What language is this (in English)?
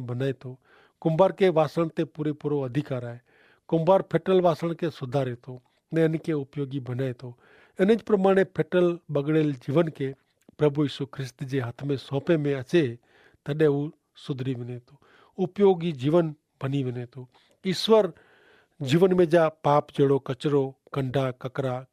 Kachhi